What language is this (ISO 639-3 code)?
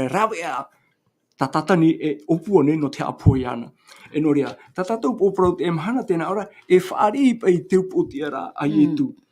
tah